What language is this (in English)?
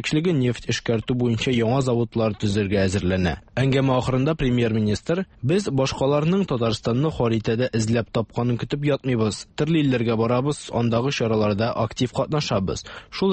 Tatar